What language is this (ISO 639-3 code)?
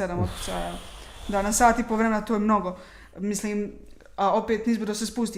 bos